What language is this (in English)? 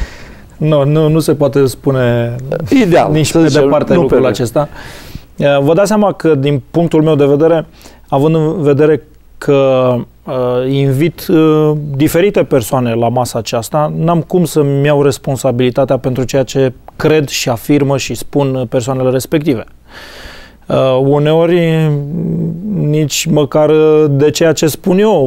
Romanian